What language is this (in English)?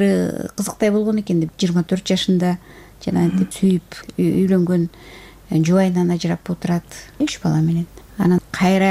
Kyrgyz